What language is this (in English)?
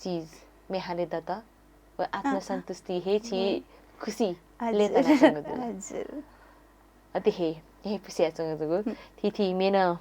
Newari